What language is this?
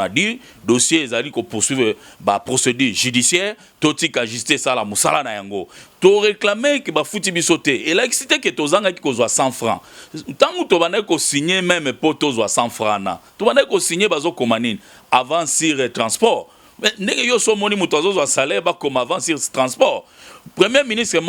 Lingala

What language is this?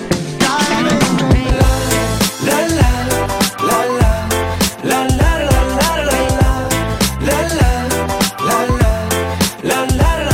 Romanian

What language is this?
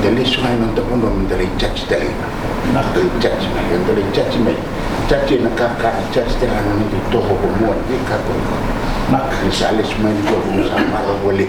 Fijian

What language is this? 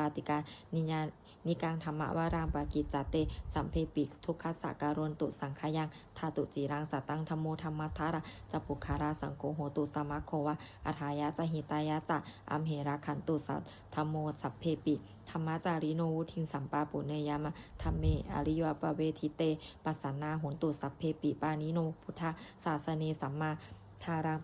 Pali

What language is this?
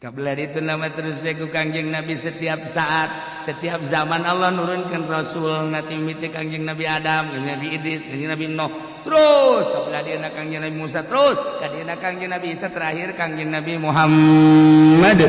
Sundanese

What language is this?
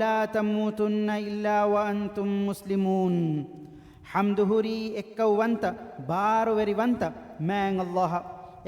Divehi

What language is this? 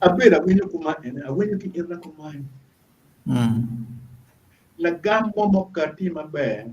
Acoli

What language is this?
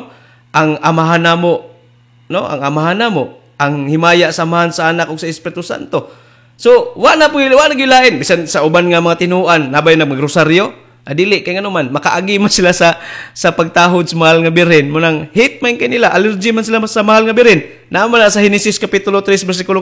Cebuano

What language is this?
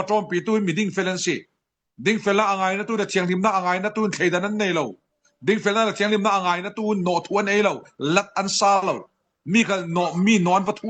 Falam Chin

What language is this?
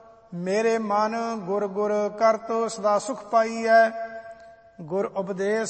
Punjabi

